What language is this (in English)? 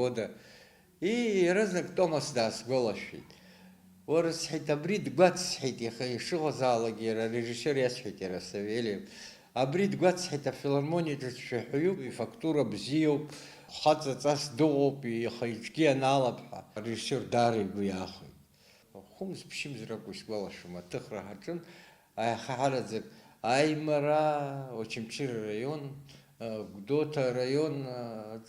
Abkhazian